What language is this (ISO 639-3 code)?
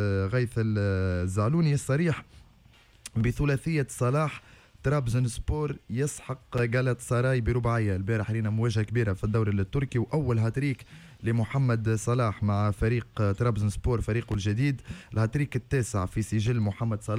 aeb